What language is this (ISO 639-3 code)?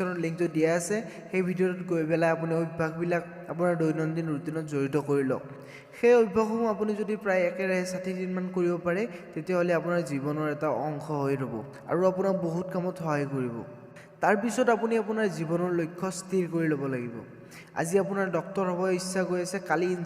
asm